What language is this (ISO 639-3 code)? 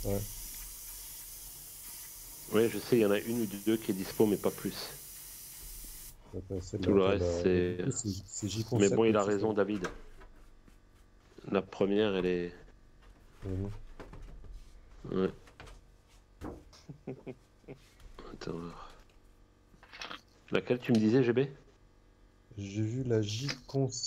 fra